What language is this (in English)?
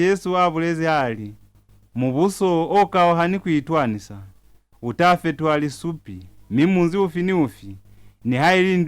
Lozi